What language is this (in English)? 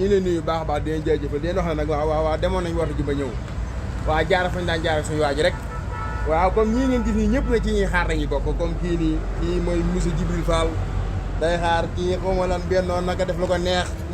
Wolof